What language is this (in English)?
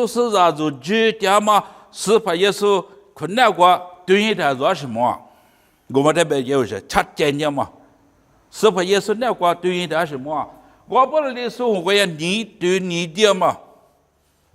Lisu